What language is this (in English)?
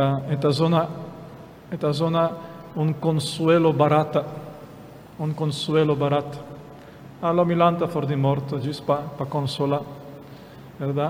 Papiamento